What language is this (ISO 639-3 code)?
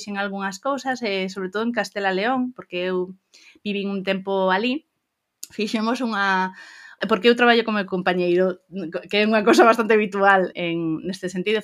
glg